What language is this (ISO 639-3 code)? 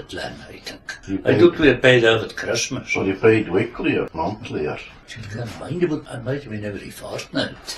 sco